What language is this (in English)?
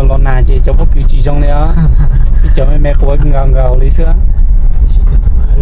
Hmong